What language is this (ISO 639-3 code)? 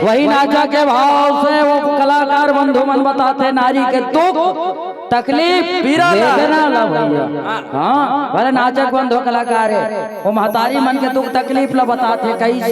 hne